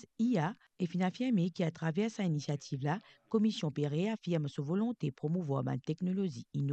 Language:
Morisyen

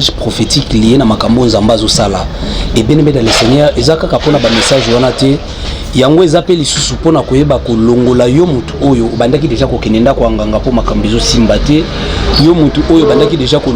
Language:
Lingala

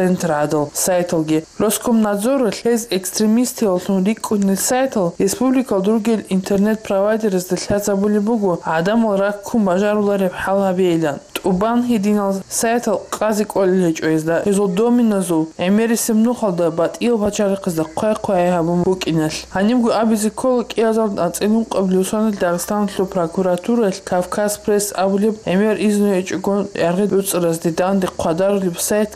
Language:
Avaric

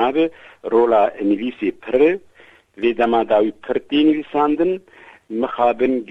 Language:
Kurdish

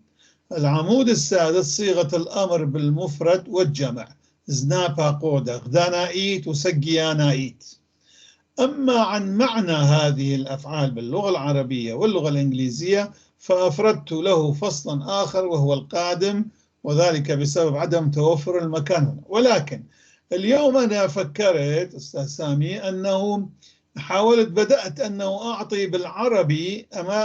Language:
North Levantine Arabic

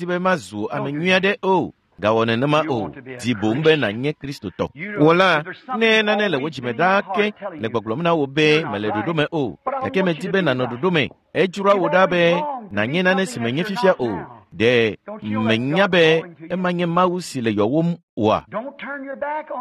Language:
Ewe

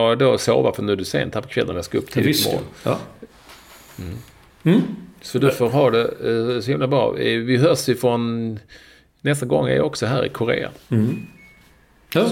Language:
Swedish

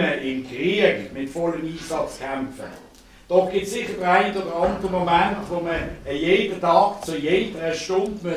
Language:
Swiss German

